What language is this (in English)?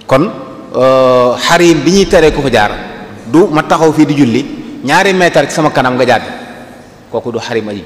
Wolof